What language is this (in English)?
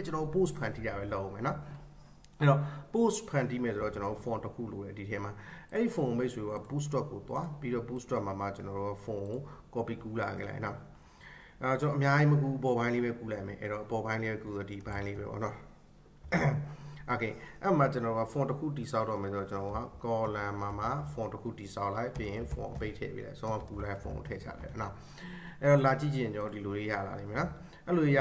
Burmese